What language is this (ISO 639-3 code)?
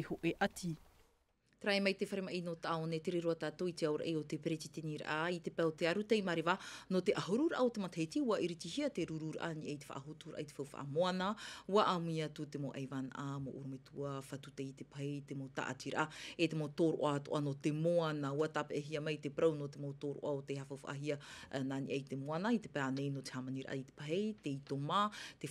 tah